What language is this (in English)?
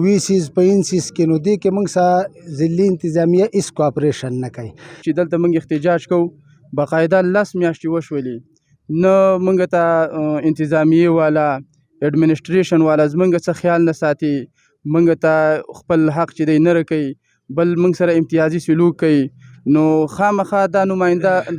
Pashto